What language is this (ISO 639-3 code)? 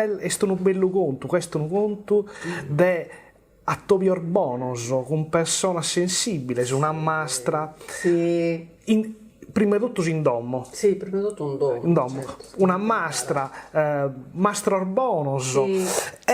srd